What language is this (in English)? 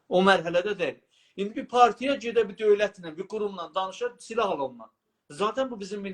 South Azerbaijani